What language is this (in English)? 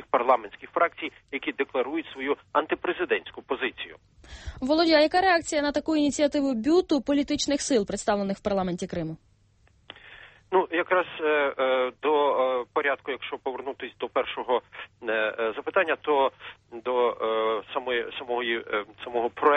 Ukrainian